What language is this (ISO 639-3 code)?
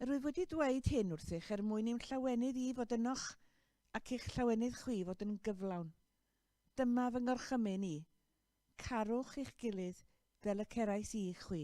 cym